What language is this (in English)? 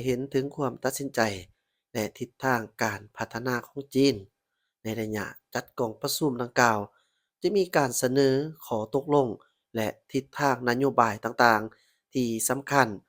Lao